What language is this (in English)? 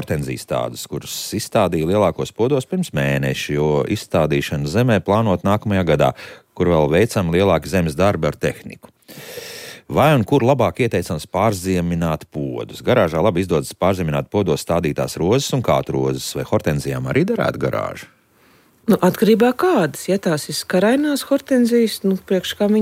Latvian